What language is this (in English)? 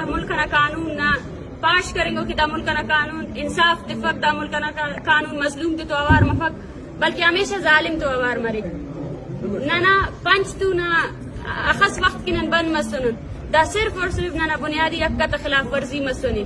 Eastern Balochi